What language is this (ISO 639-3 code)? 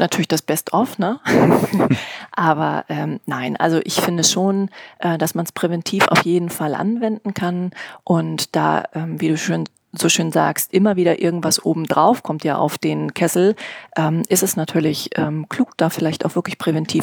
deu